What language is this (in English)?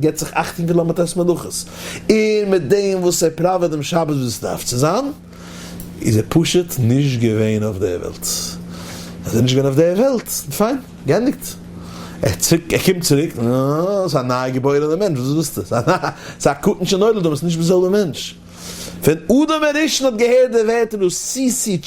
Yiddish